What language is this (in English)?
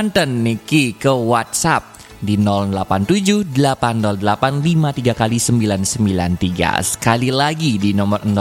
Balinese